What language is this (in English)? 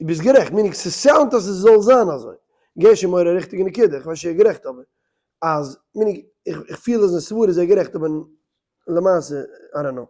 Yiddish